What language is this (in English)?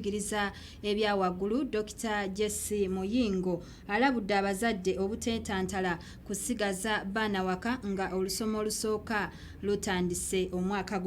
Ganda